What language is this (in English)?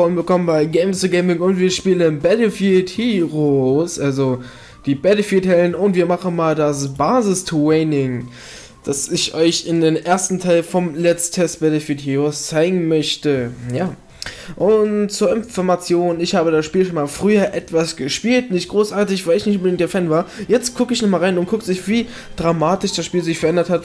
German